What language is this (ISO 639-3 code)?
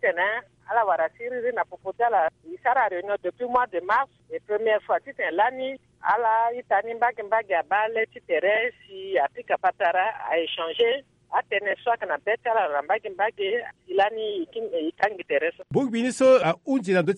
sag